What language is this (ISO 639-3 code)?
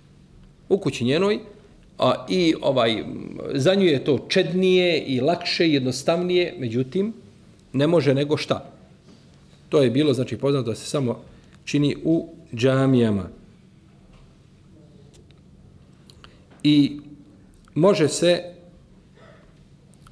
bos